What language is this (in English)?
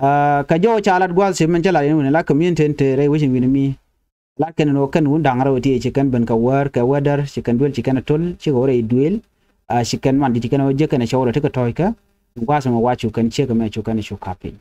Nuer